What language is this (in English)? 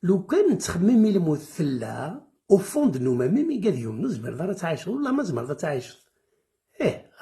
Kabyle